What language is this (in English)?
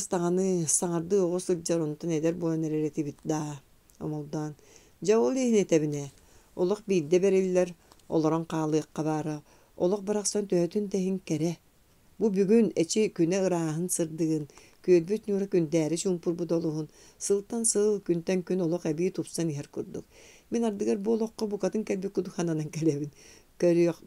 Yakut